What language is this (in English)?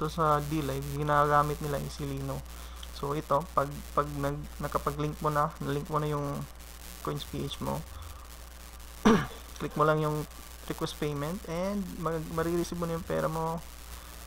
Filipino